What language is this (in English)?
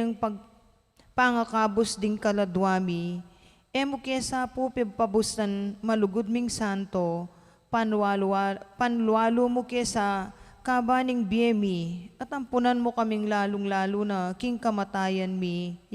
Pampanga